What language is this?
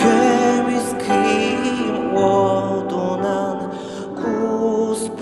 Yakut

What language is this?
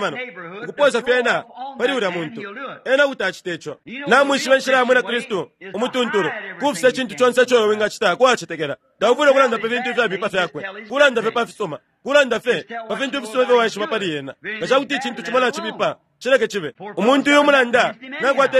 Bemba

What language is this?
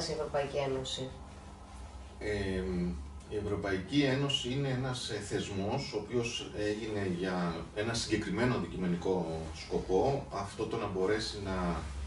Greek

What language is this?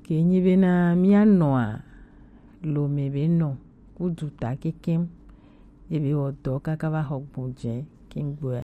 Gen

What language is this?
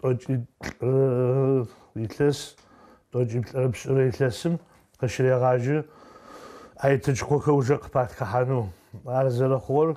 Adyghe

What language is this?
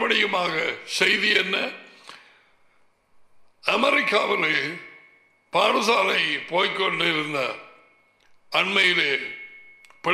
Tamil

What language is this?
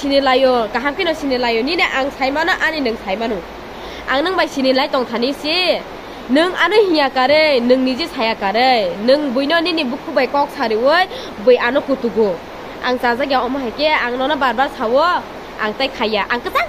Kok Borok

